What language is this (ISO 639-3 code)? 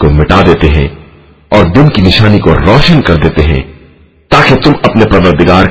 urd